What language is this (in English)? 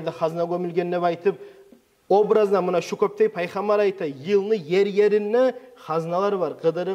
Kumyk